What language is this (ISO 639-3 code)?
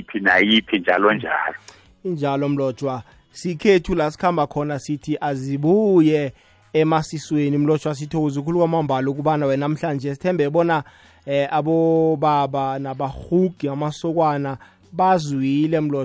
nbl